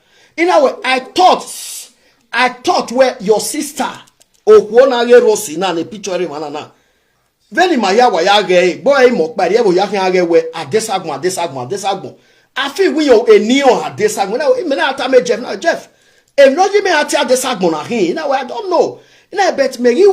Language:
Nigerian Pidgin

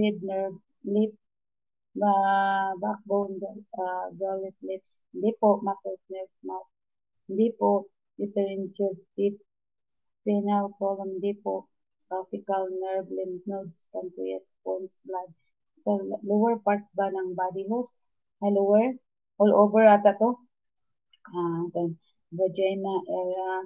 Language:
Filipino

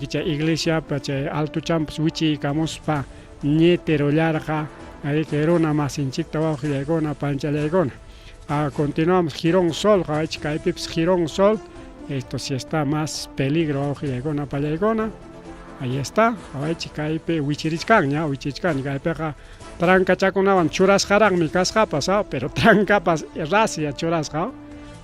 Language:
Ayacucho Quechua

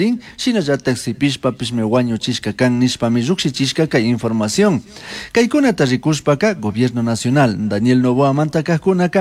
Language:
Chimborazo Highland Quichua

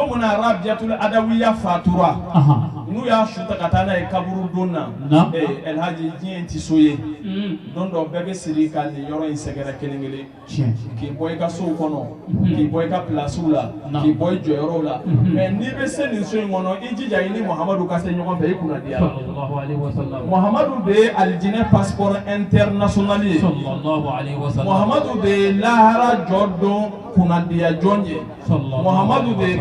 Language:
Bambara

